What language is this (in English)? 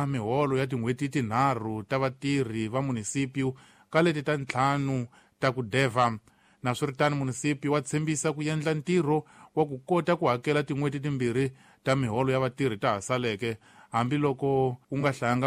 Tsonga